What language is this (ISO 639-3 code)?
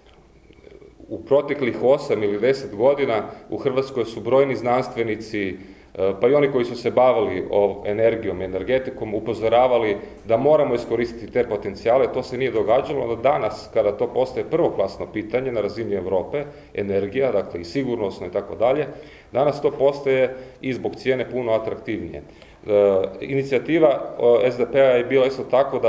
hrv